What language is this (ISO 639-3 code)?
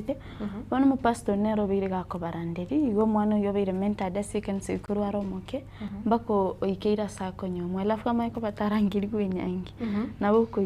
guz